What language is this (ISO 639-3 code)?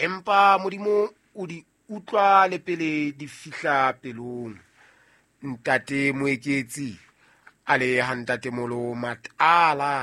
sot